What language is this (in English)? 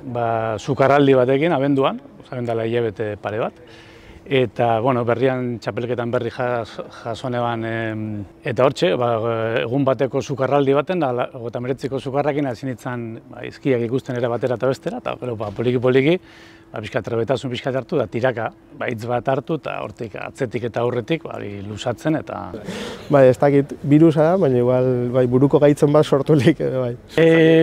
Basque